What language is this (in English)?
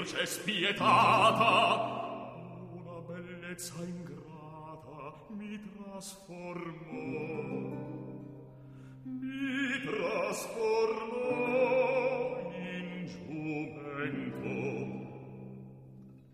Italian